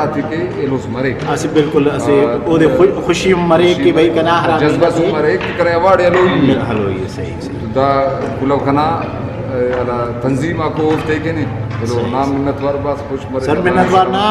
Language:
Brahui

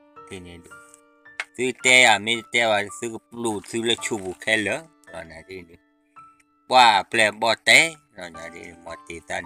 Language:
S'gaw Karen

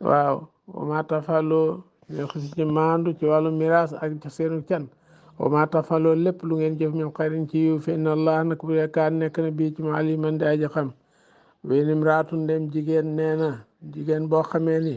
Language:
Wolof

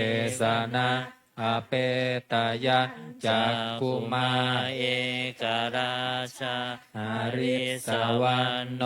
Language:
Pali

